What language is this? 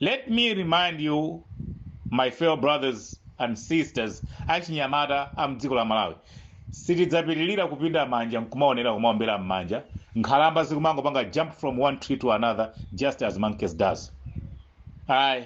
Nyanja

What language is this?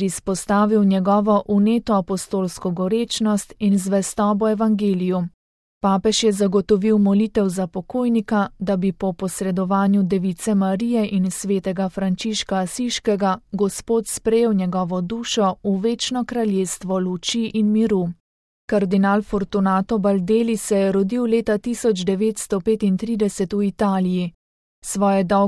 Slovenian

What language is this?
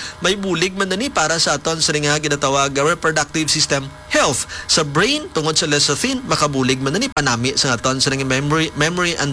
Hiligaynon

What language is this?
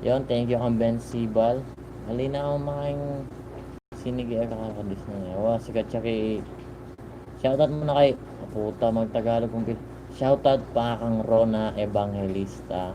Pampanga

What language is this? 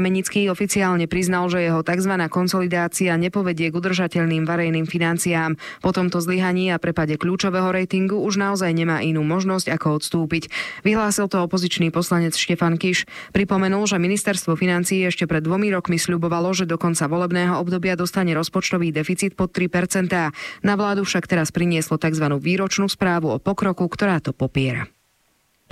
Slovak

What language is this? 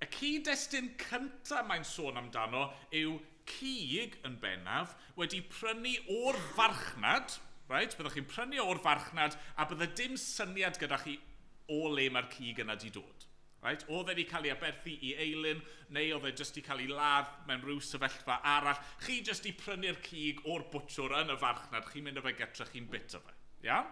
Welsh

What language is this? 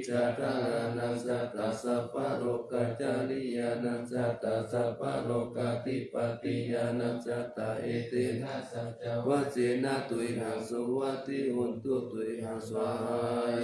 Pali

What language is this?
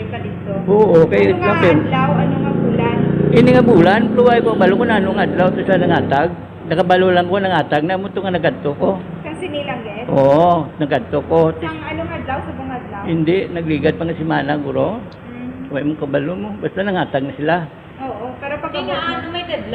Hiligaynon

